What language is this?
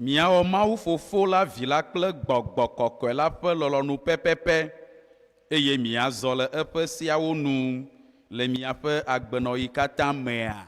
Ewe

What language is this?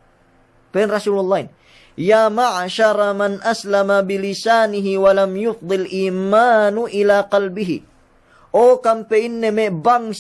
Yakan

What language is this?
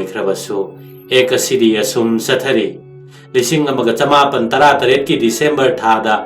Manipuri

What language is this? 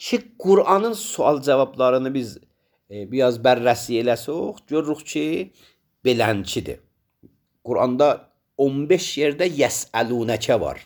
Azerbaijani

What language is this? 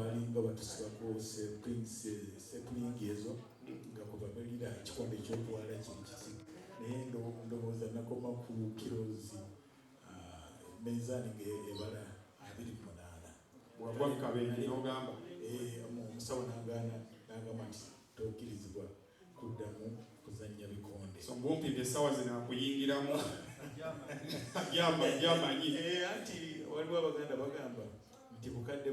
Ganda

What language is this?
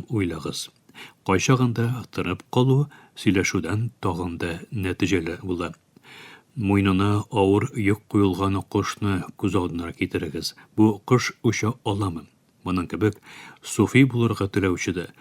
Tatar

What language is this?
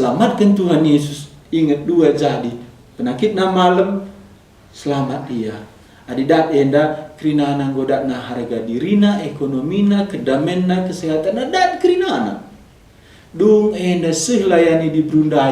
Batak Karo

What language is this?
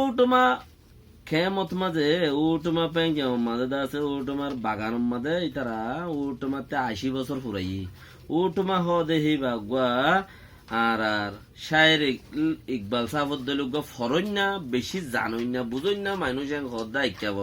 Rohingya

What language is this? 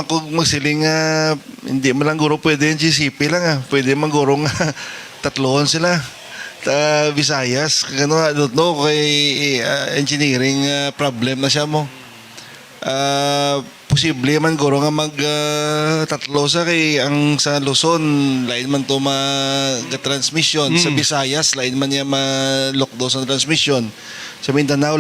Hiligaynon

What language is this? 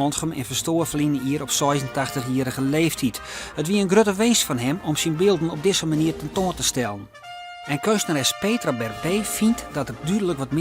Western Frisian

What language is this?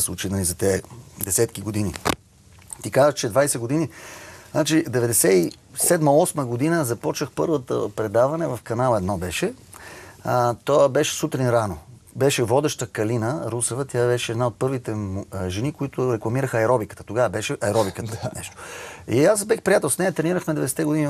Bulgarian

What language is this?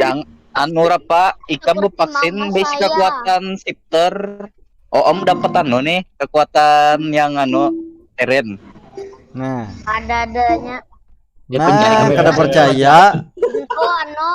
Banjar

